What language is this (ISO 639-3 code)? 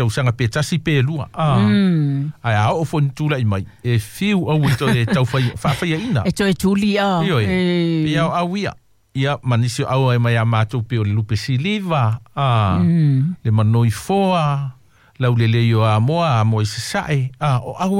smo